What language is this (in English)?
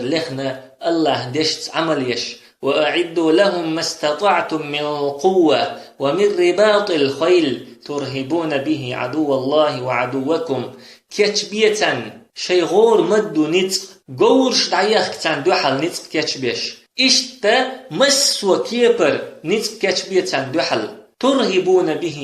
Chechen